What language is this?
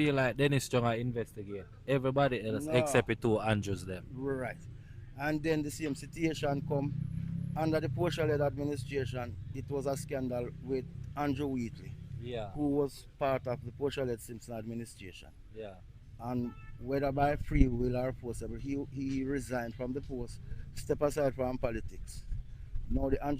Jamaican Creole English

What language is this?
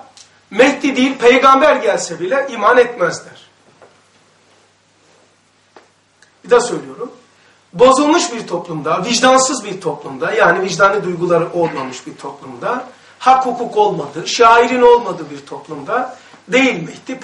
Turkish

